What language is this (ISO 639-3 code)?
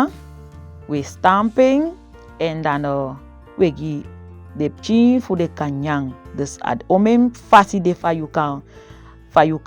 srm